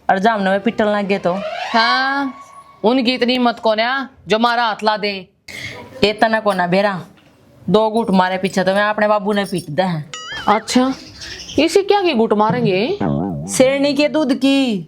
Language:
Haryanvi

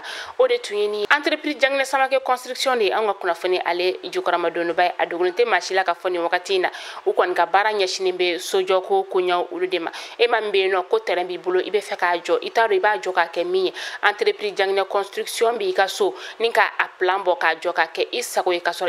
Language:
Bambara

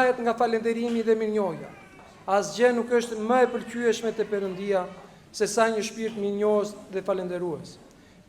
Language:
Albanian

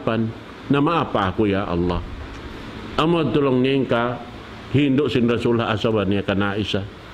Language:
Tausug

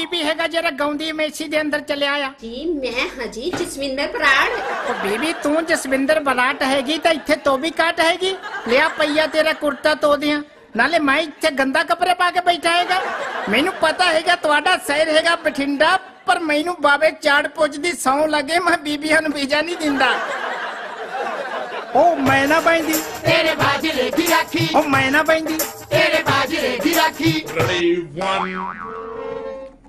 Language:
Punjabi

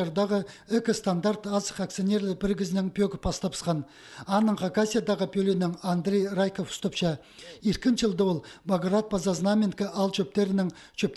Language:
Khakas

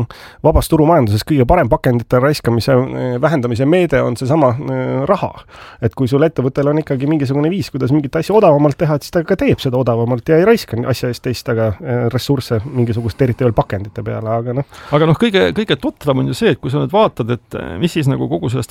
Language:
Estonian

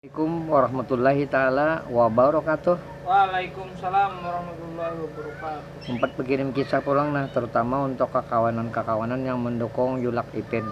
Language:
Banjar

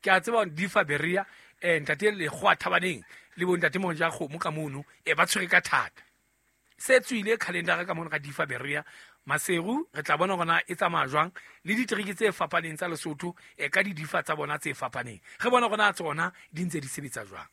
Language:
Southern Sotho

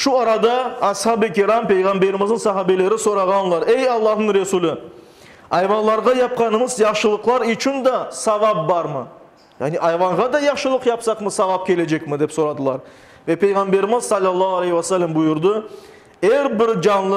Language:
Crimean Tatar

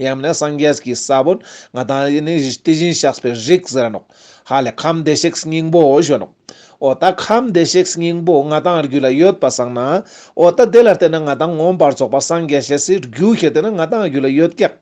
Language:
Ladakhi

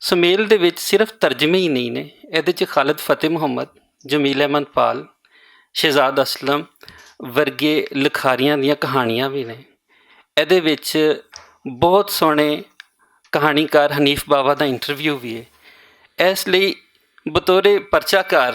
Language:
Western Panjabi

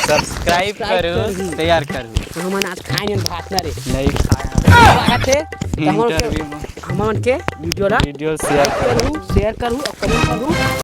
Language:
Chhattisgarhi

